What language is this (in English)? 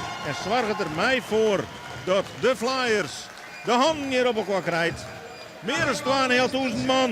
Western Frisian